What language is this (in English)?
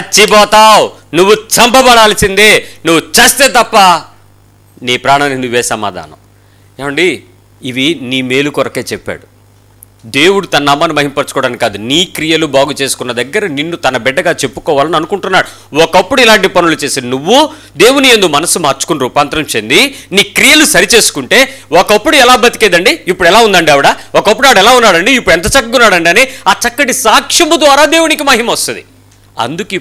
Telugu